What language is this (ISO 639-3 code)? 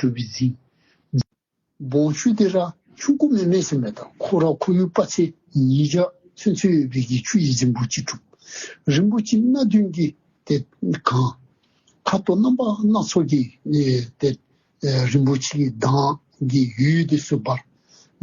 dzo